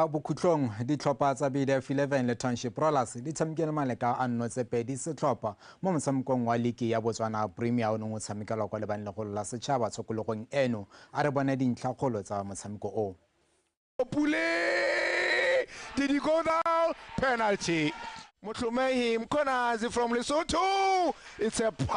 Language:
Tswana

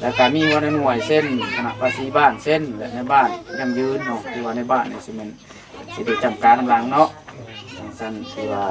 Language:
Lao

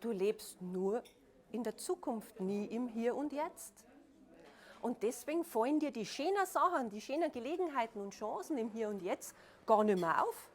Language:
Bavarian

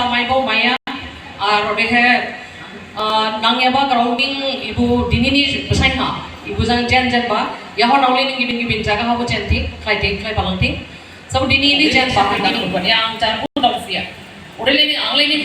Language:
Dimasa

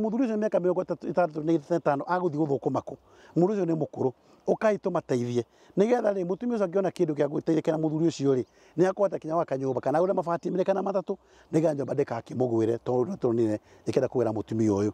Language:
Kikuyu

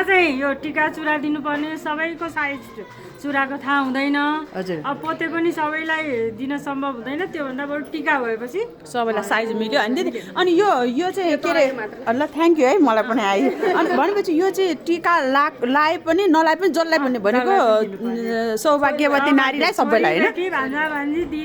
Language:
Nepali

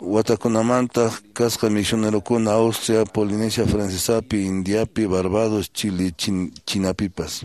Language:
Quechua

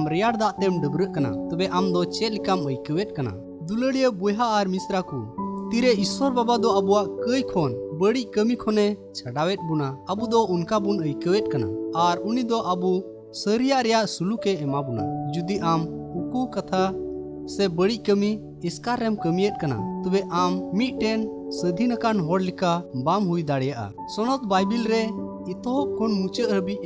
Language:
Santali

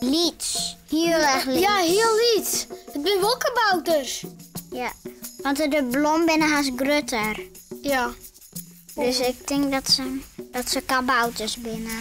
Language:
Western Frisian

